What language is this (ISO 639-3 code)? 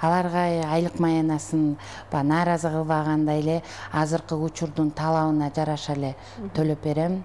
kir